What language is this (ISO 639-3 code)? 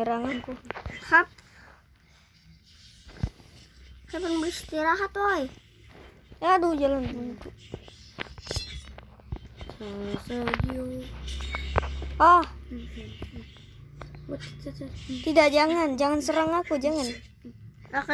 ind